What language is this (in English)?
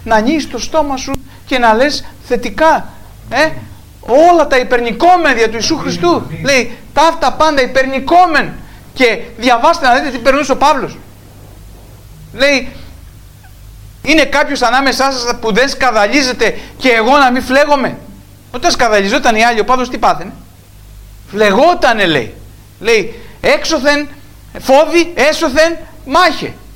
Greek